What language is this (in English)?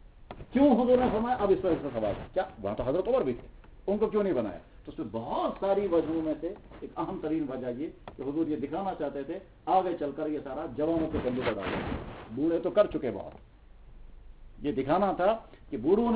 Urdu